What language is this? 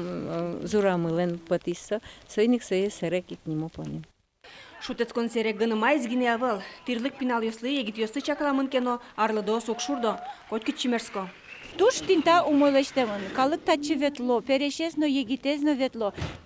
Udmurt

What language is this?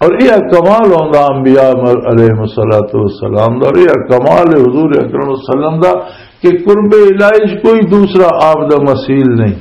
Western Panjabi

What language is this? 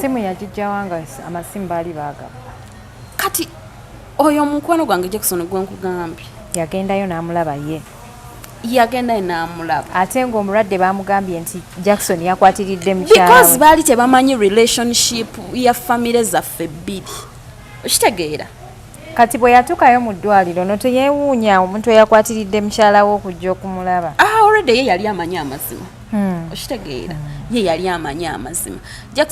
Ganda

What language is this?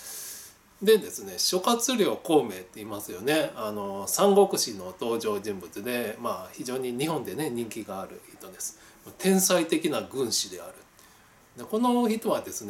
Japanese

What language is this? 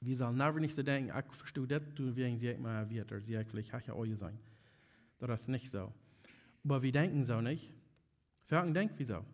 Plautdietsch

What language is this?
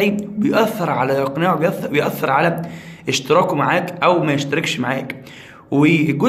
Egyptian Arabic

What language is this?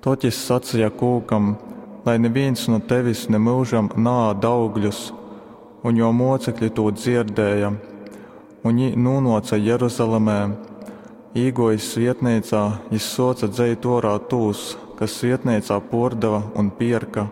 Latgalian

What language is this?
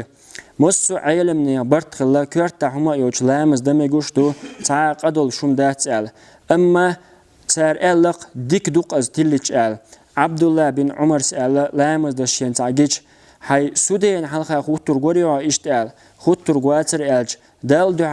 Chechen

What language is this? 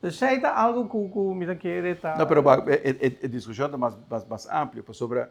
Papiamento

